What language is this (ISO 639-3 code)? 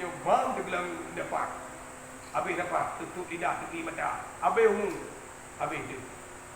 ace